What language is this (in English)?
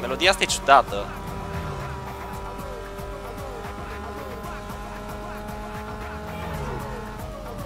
Romanian